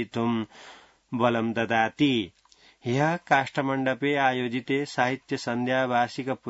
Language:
Sanskrit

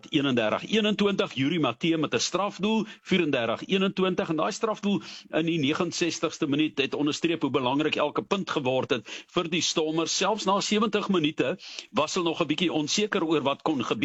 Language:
Afrikaans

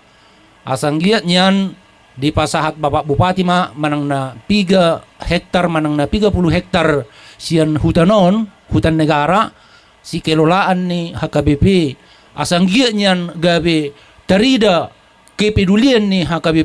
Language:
Batak Toba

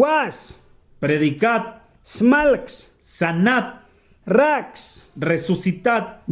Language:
Mískito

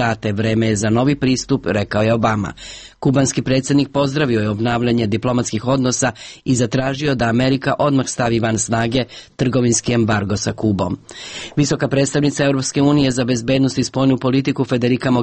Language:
Serbian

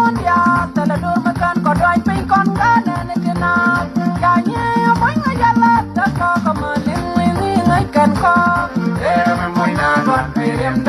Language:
Nuer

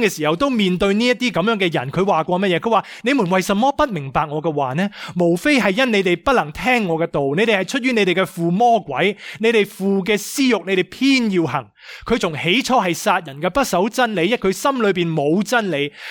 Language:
Cantonese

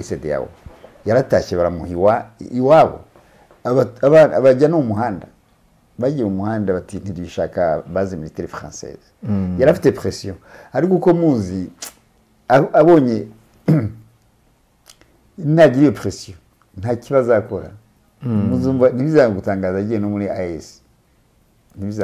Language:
Kinyarwanda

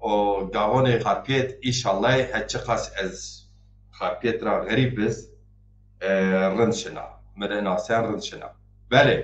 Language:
Zaza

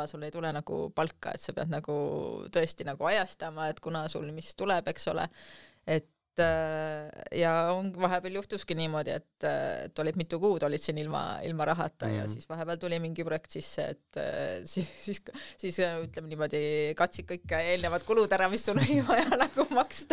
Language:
Estonian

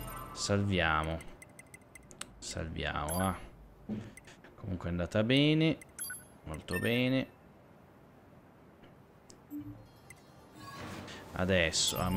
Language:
Italian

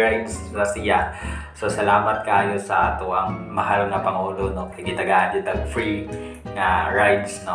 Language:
Cebuano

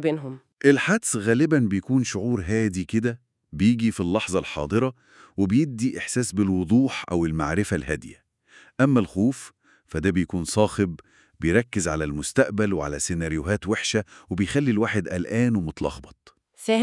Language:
Egyptian Arabic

